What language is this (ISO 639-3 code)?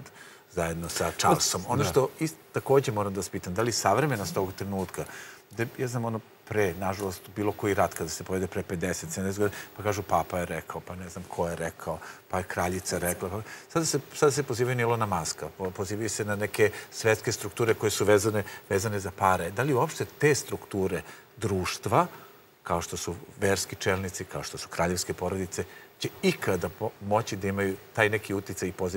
srp